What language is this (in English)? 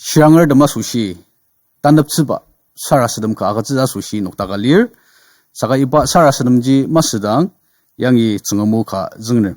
Ao Naga